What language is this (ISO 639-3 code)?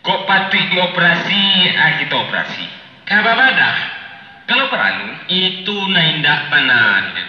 min